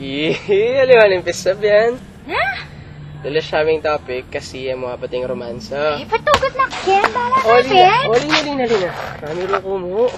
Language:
Pampanga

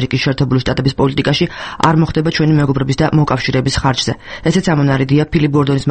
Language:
Georgian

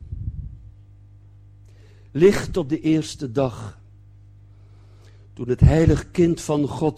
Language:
Dutch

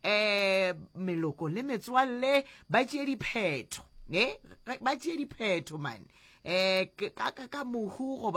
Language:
Northern Sotho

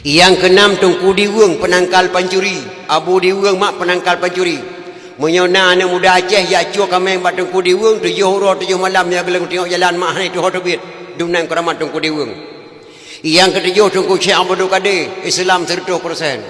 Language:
Achinese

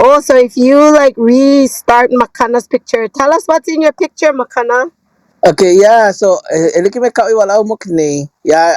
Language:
Hawaiian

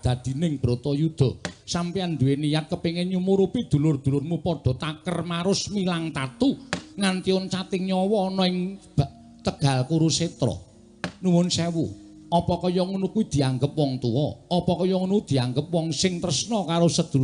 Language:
Javanese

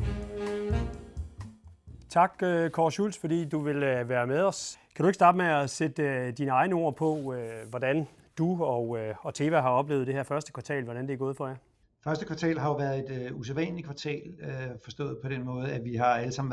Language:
Danish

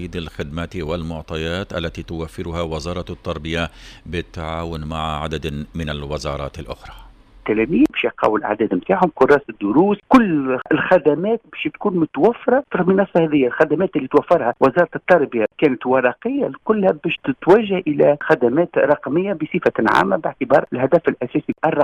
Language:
Tunisian Arabic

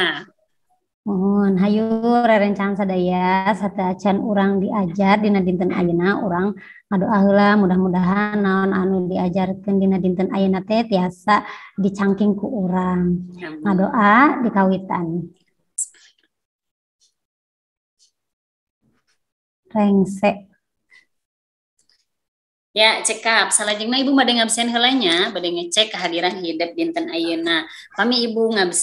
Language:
Sundanese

